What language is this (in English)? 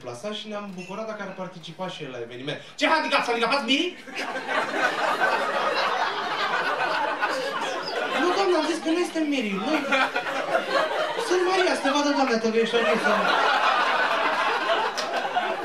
Romanian